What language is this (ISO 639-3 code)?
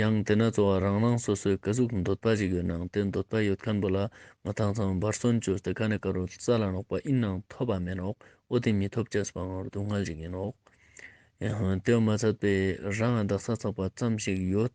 lbj